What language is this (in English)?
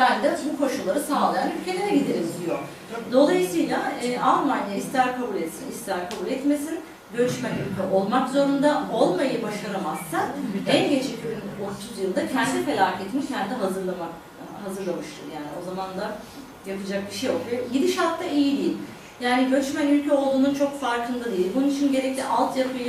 Turkish